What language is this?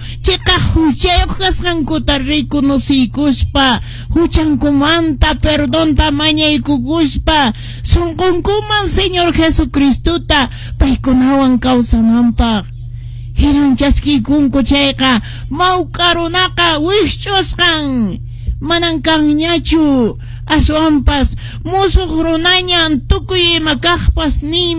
Quechua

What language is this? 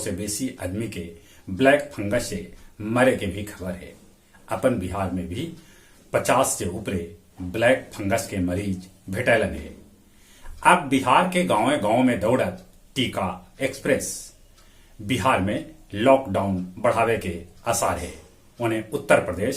Magahi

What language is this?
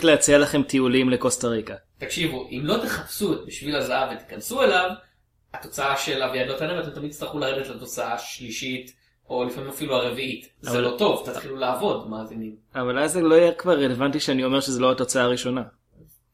Hebrew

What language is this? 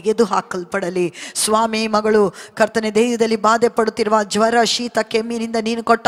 Kannada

